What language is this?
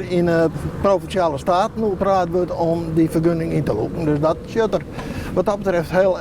Western Frisian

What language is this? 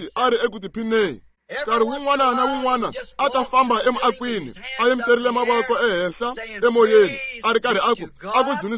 Tsonga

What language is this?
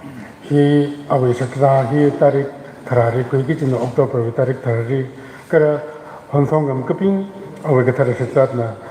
Tangkhul Naga (India)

